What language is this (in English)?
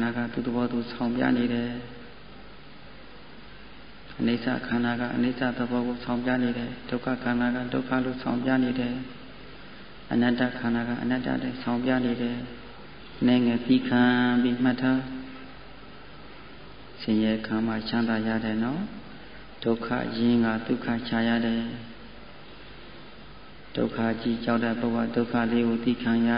Burmese